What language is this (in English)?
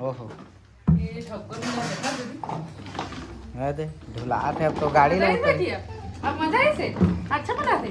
Chhattisgarhi